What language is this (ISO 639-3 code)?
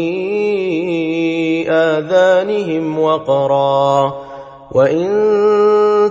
ara